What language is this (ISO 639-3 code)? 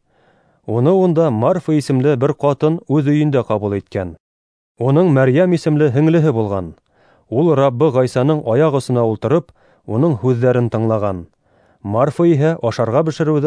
bak